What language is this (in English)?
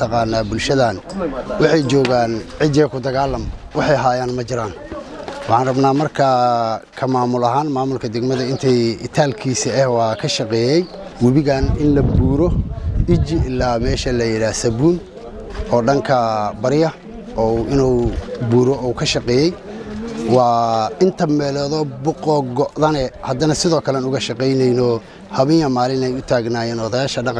Somali